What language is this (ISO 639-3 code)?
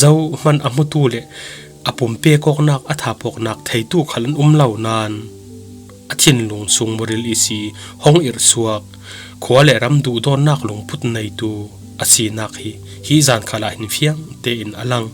cfm